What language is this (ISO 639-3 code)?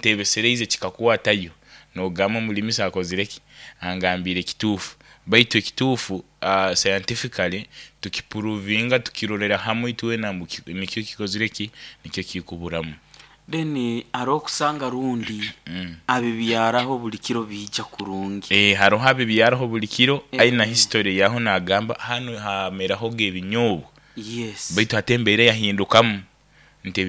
nyo